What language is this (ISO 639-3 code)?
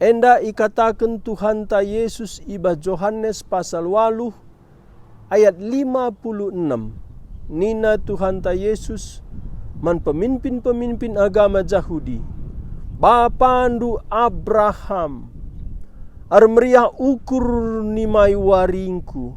btx